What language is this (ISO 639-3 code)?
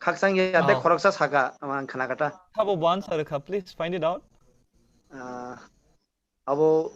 trp